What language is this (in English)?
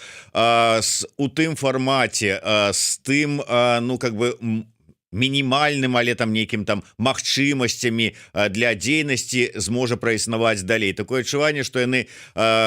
Belarusian